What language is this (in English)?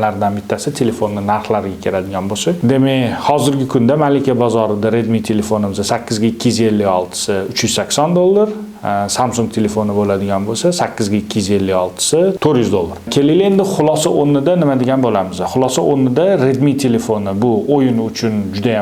Uzbek